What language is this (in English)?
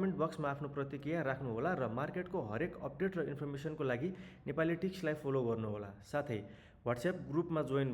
Nepali